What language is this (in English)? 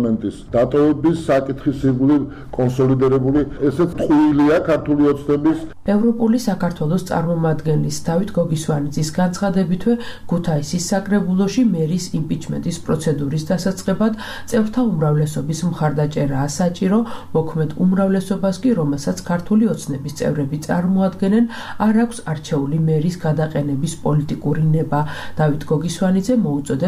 Georgian